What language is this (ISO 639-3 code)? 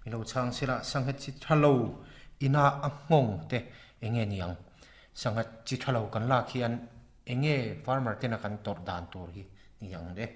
lus